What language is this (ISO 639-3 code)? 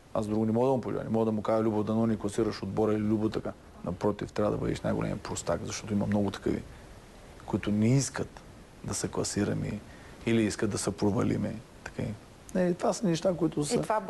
bul